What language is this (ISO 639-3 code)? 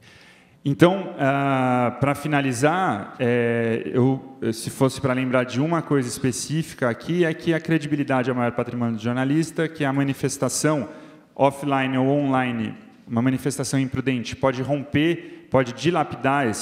por